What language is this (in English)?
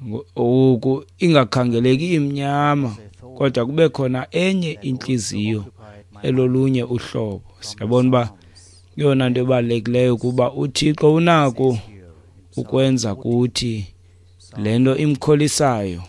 Xhosa